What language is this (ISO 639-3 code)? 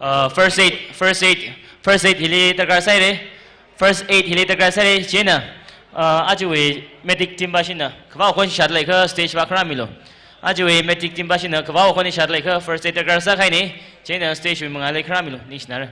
nmf